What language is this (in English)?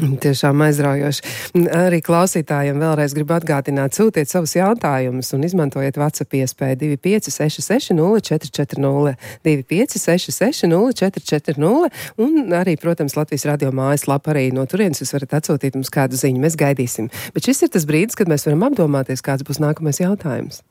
Latvian